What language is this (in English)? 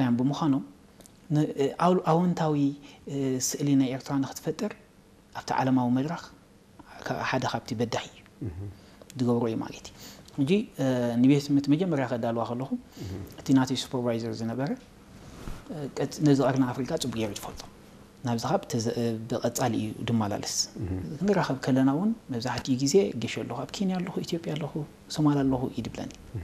Tigrinya